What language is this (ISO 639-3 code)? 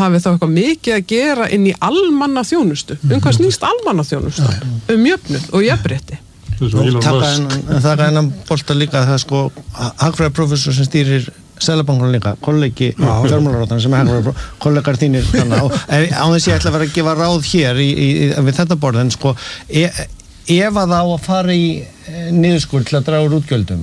isl